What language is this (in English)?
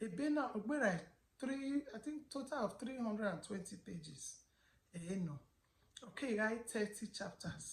Bini